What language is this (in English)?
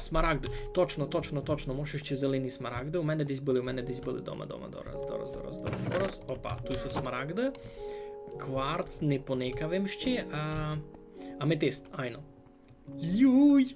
Rusyn